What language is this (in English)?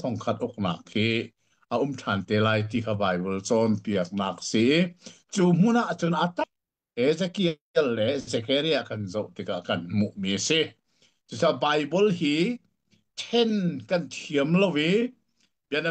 Hakha Chin